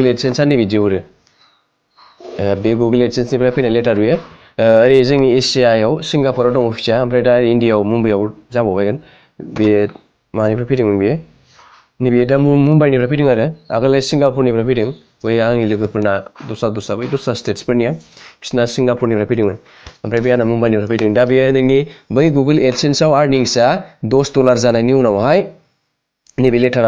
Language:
Bodo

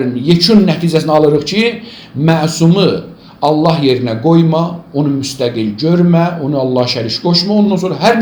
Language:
Azerbaijani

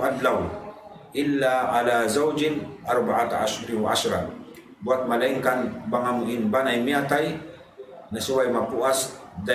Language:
Tausug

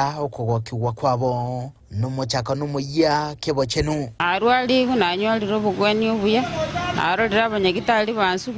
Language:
Gusii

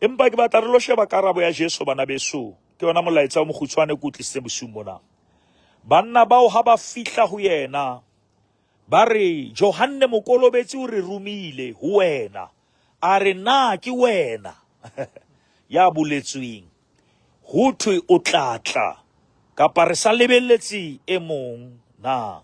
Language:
Southern Sotho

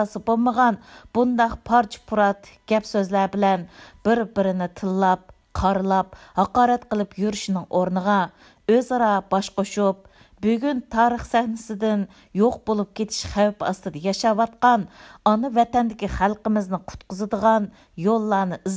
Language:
Uyghur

